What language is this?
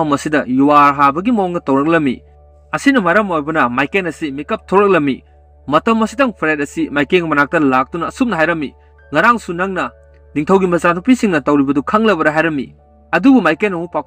Manipuri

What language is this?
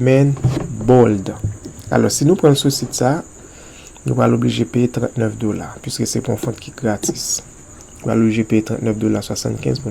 Haitian Creole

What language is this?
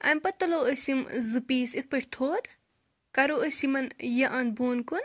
Kashmiri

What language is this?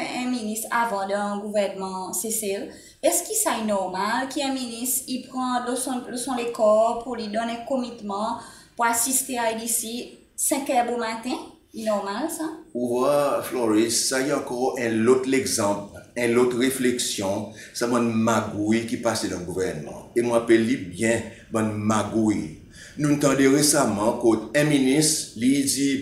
Seselwa Creole French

